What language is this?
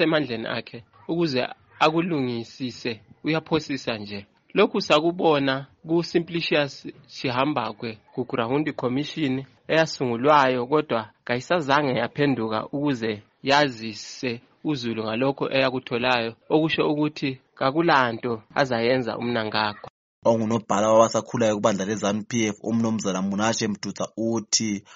North Ndebele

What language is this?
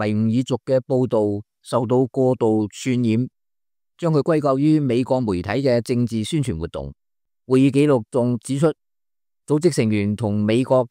Cantonese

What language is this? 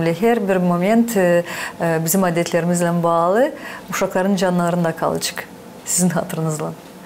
Gagauz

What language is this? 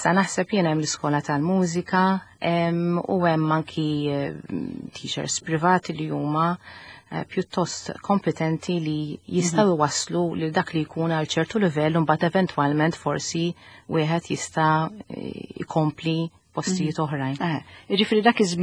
Maltese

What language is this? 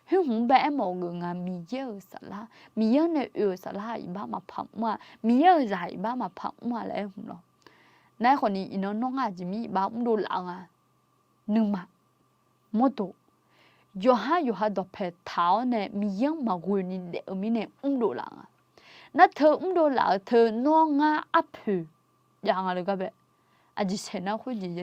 Akha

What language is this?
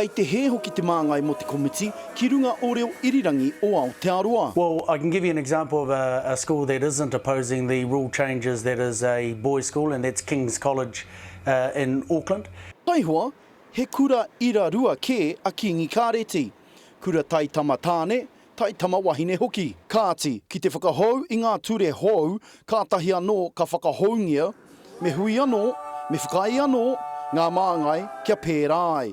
Māori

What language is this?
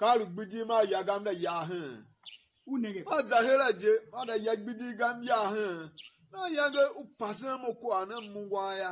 Tiv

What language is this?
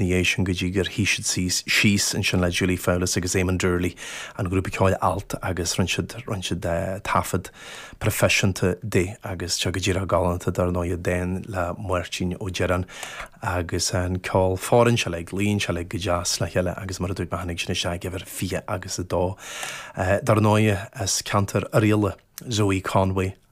Irish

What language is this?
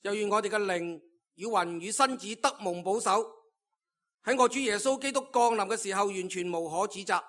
Cantonese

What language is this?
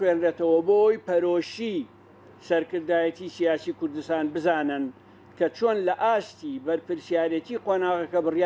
Central Kurdish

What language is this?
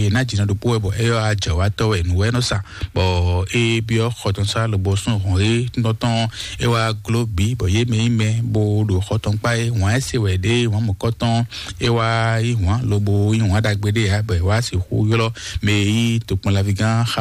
Fon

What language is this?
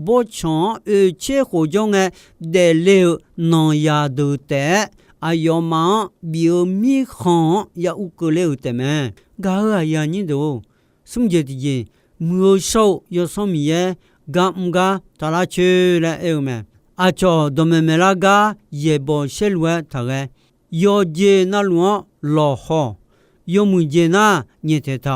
Akha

